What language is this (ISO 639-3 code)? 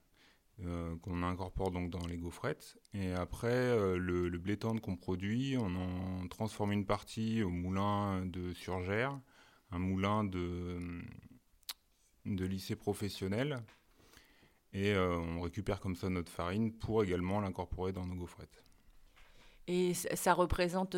fra